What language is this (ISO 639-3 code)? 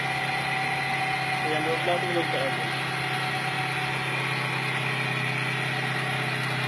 msa